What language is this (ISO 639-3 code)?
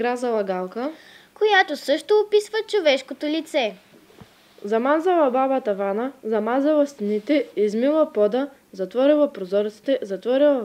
bul